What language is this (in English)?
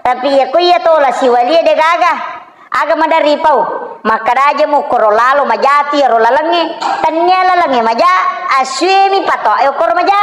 Buginese